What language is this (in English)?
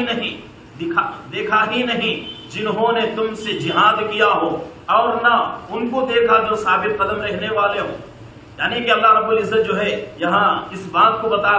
Urdu